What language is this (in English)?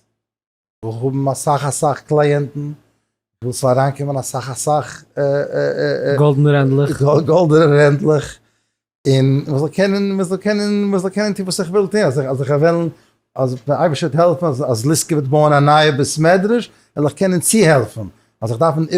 Yiddish